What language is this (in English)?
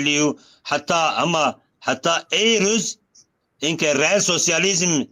Zaza